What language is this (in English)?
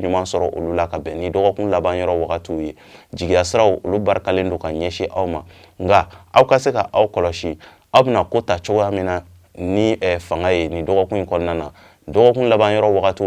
Bambara